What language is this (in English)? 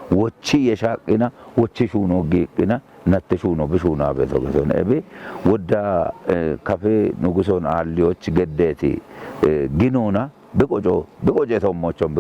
Kafa